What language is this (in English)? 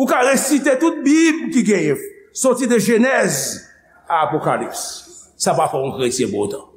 Haitian Creole